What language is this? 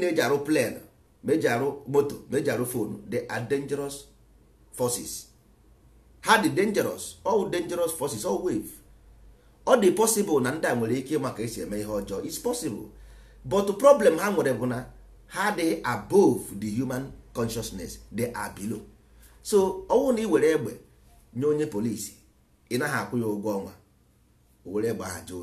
Igbo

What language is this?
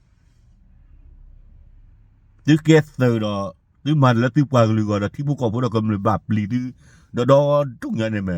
S'gaw Karen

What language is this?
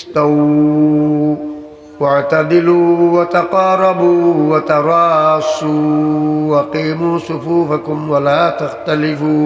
Sylheti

